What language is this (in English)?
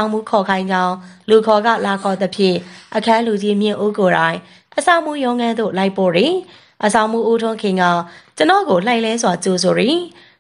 Burmese